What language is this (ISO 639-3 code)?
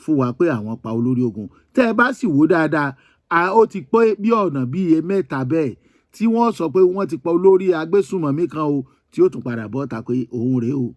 yor